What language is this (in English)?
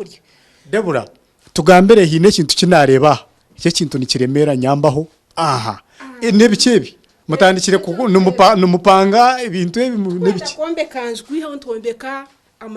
Nyankole